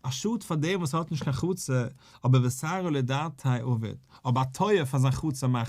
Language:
Yiddish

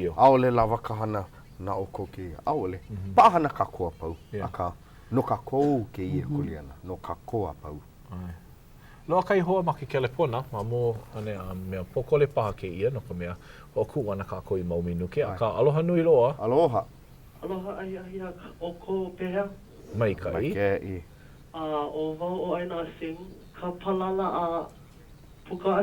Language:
Hawaiian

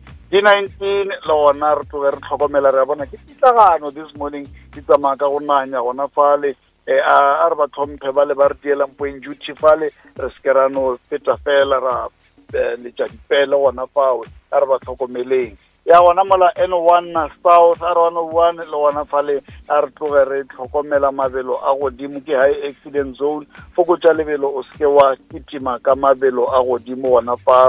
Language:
Northern Sotho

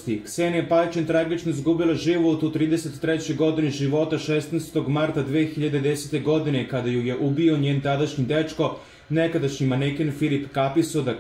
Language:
Serbian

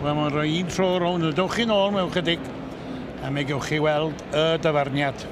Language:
Welsh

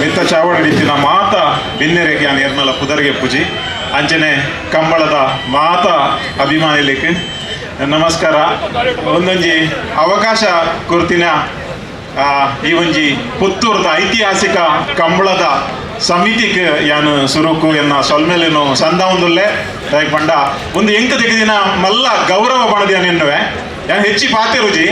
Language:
Tulu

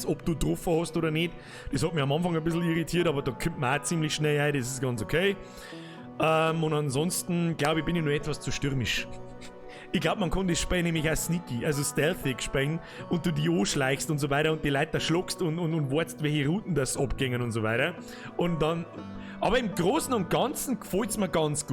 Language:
Bavarian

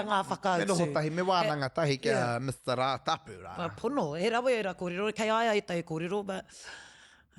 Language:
Māori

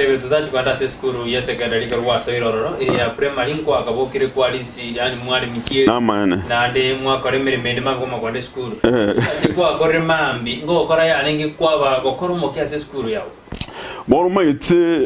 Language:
Gusii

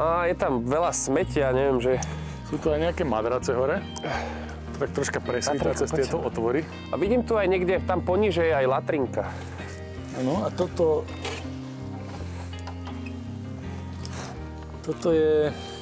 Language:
Slovak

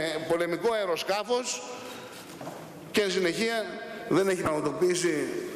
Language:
Greek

